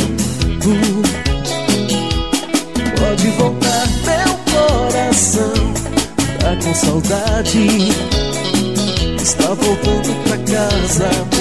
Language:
Portuguese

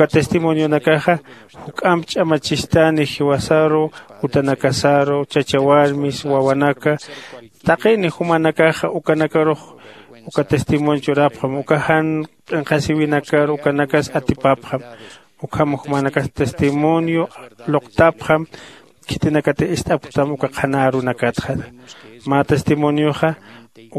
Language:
Aymara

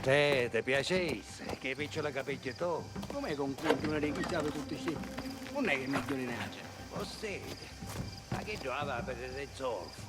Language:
Sicilian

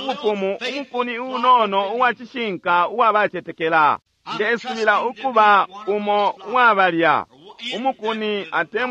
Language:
Bemba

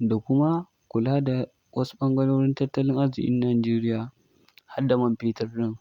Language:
Hausa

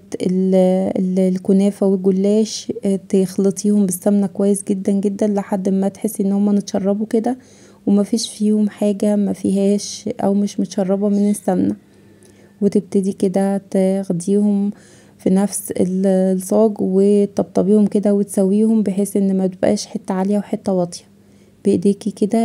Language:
Egyptian Arabic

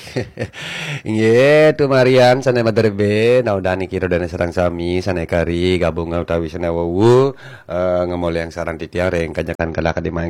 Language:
Balinese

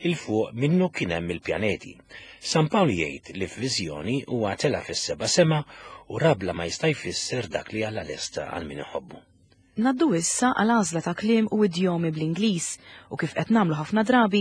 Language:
Maltese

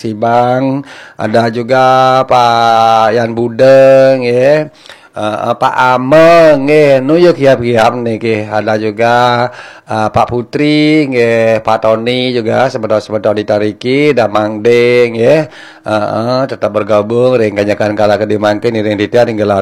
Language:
Balinese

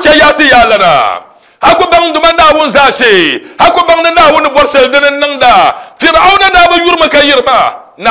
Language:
Dagbani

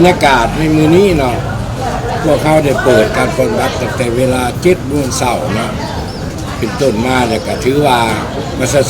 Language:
Lao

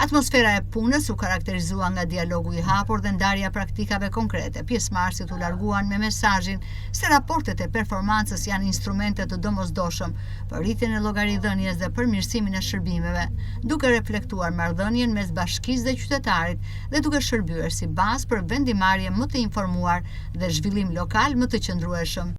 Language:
Albanian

